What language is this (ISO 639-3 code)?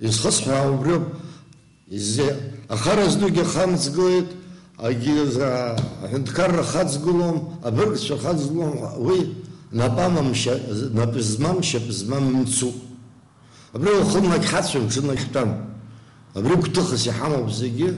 abk